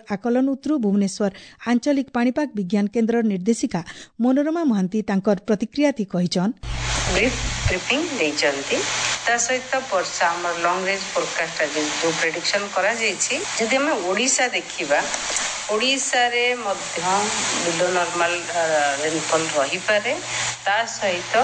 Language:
Odia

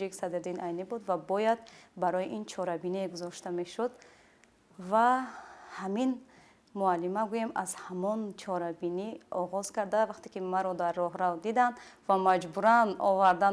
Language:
Tajik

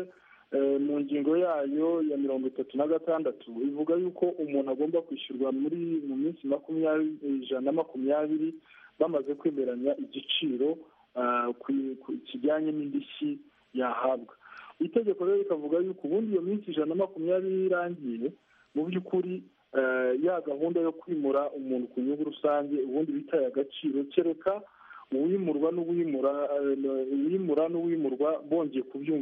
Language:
Kinyarwanda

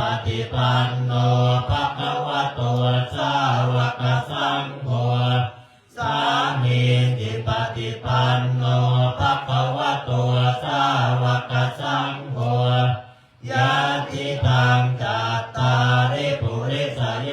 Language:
Pali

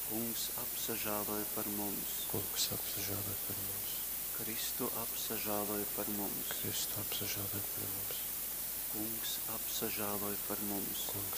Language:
Latgalian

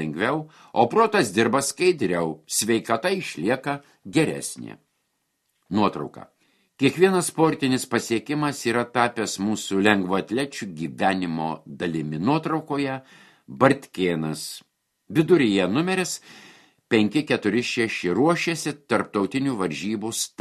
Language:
Lithuanian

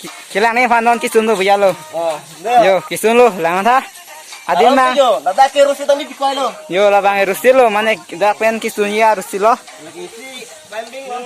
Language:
Karbi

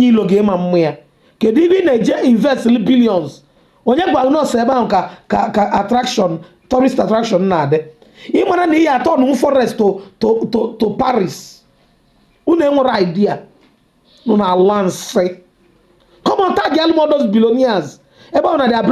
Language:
Igbo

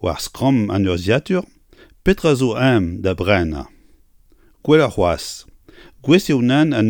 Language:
Breton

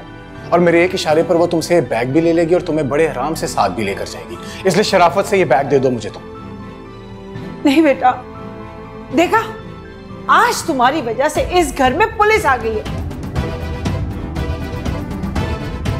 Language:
Hindi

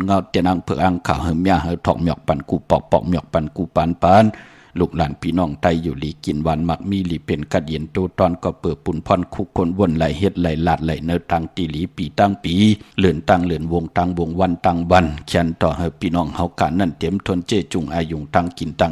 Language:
Shan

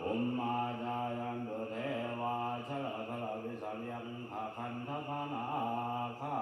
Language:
Pali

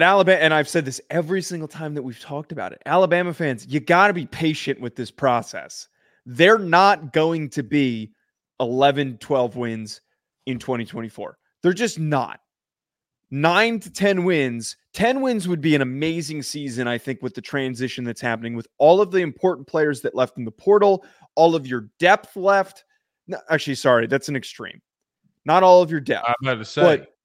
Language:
English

